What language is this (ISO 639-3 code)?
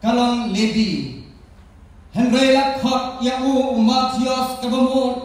kha